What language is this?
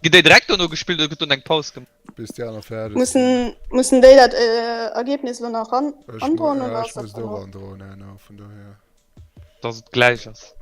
Luxembourgish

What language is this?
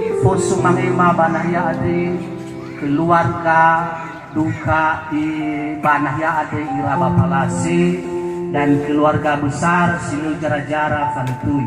Nias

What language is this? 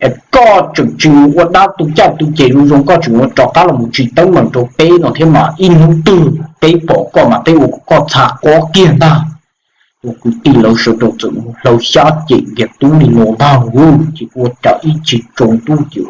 Hmong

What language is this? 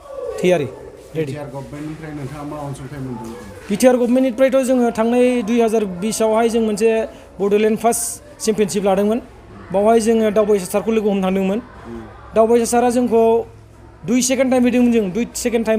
Bodo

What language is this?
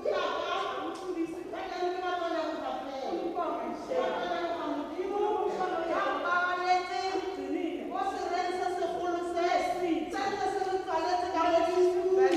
Tswana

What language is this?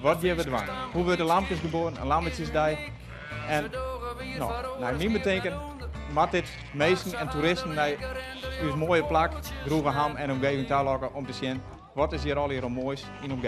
Western Frisian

